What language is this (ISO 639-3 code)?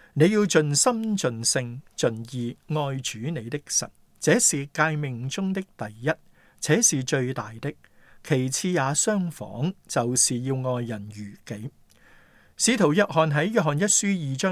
yue